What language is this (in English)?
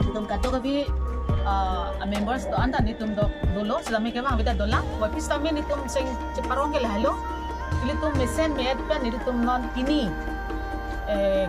Karbi